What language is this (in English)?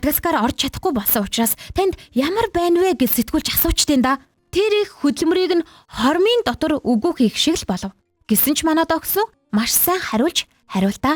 Mongolian